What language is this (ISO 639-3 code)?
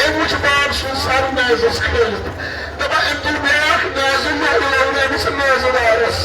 kas